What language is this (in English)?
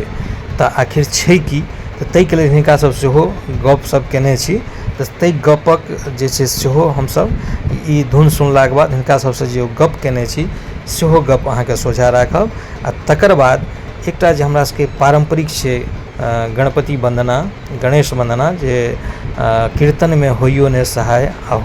Maithili